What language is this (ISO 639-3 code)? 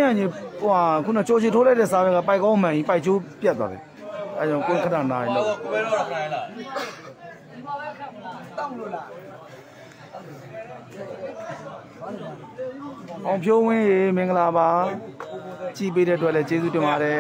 mya